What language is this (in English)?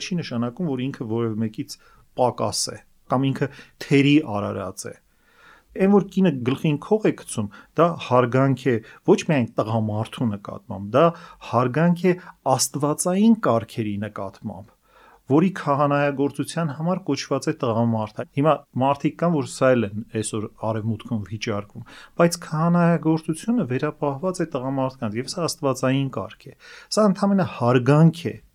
Armenian